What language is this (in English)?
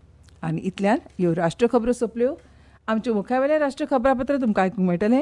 Konkani